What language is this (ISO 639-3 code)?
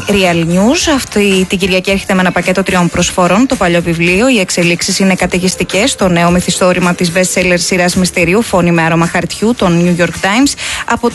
ell